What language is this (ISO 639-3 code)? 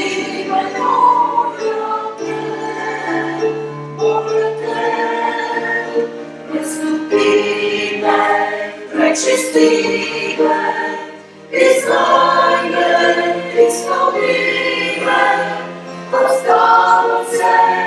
bul